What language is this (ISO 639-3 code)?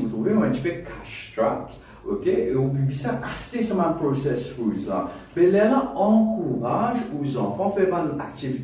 mfe